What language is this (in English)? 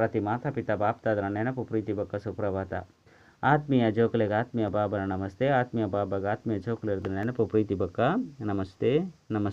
Tulu